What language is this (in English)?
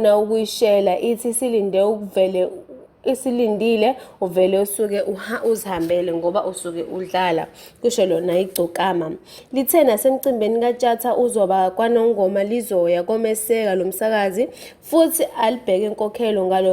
Zulu